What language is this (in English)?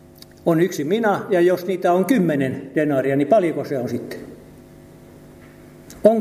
Finnish